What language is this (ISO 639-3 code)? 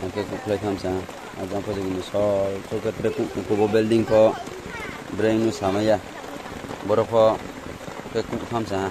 ria